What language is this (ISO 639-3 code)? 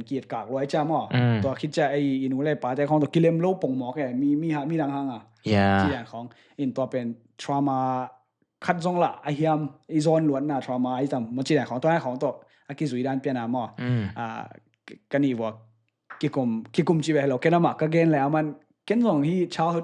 ctd